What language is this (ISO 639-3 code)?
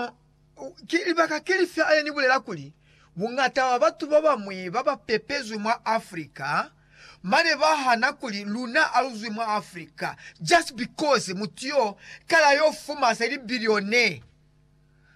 loz